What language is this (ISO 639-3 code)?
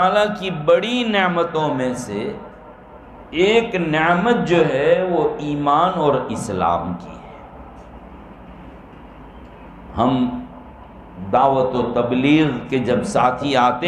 urd